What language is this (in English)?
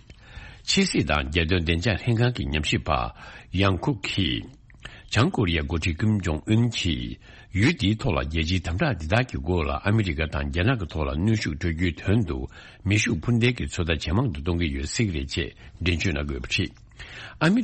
Tibetan